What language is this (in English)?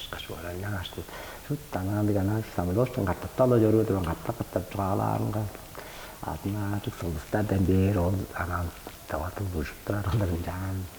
Tuvinian